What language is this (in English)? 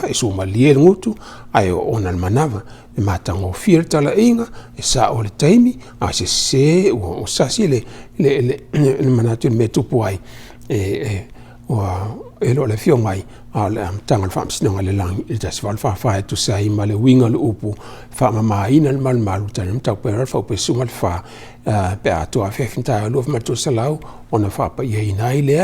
Samoan